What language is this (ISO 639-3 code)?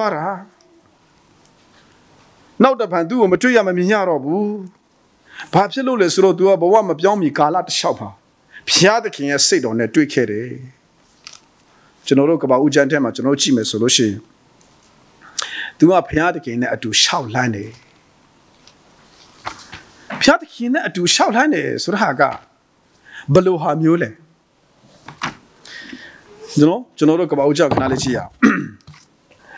mya